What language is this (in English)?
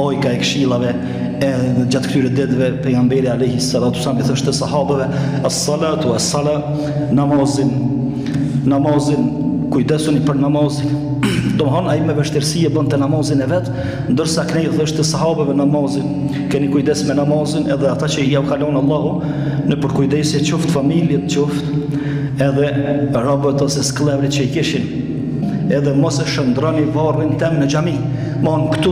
Albanian